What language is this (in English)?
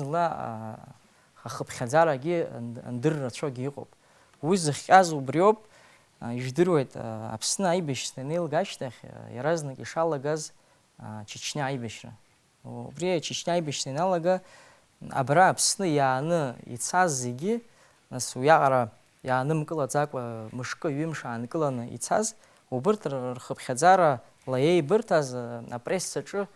Abkhazian